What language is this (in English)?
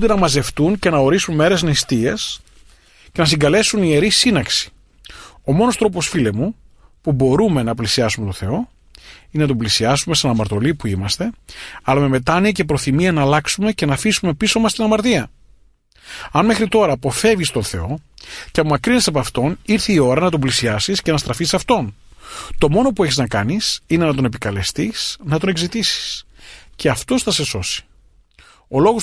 Greek